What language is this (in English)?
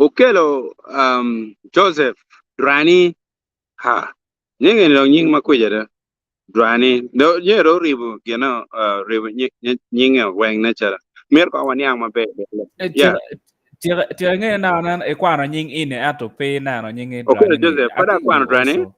Acoli